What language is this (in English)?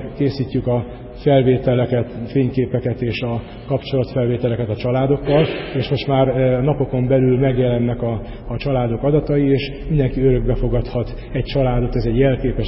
Hungarian